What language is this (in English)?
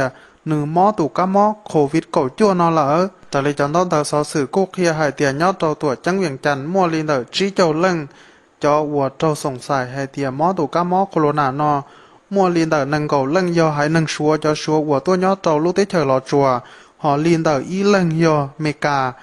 Hmong